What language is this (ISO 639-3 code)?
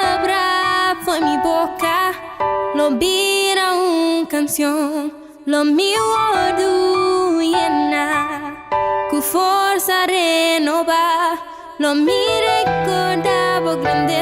pap